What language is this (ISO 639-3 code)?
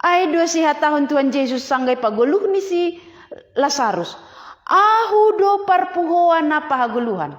bts